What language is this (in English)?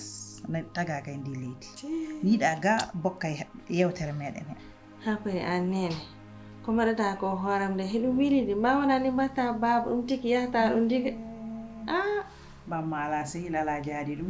Fula